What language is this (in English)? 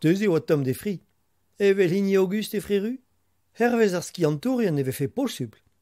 Breton